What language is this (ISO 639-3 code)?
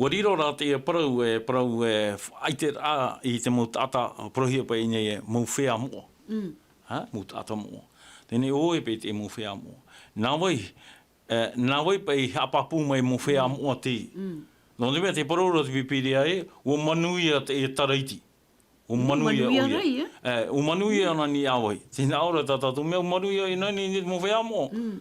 tah